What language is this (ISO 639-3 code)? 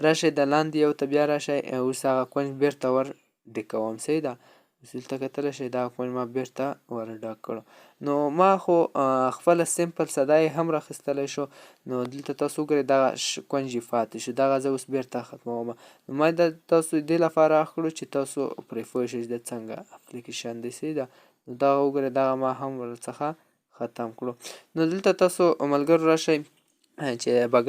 pus